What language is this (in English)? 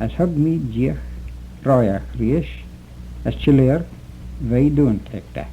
Manx